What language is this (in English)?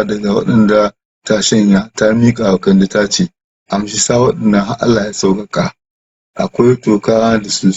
Hausa